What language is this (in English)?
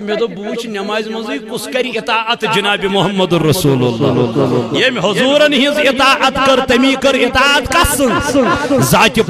Kashmiri